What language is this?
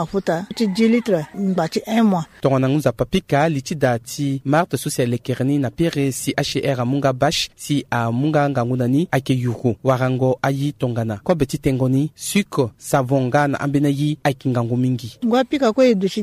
Sango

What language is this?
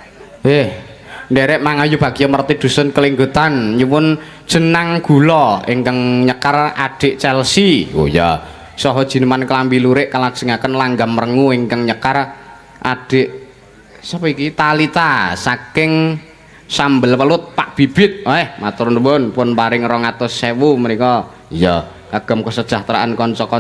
Javanese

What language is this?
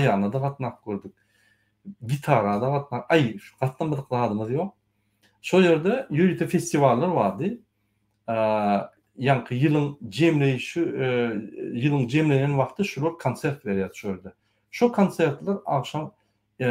Turkmen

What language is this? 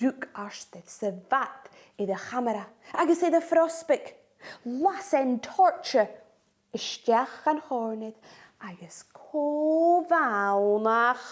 Scottish Gaelic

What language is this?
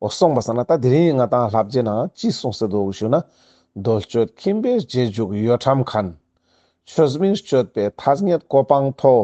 Ladakhi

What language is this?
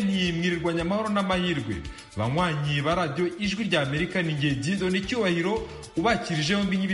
Kinyarwanda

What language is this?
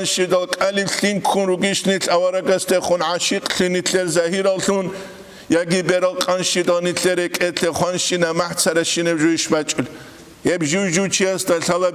Avaric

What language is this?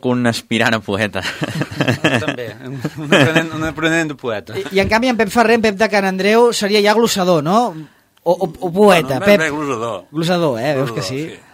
Catalan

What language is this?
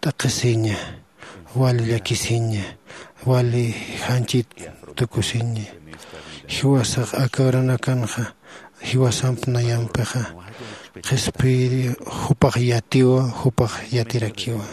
Aymara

